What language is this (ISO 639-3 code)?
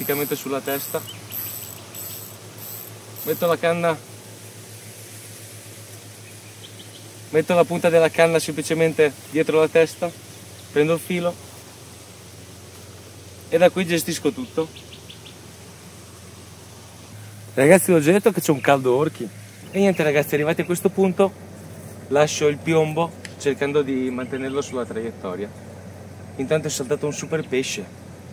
ita